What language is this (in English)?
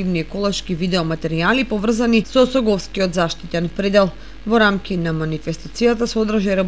Macedonian